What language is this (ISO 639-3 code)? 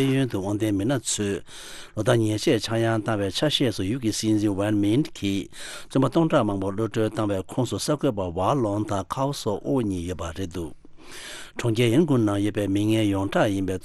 bod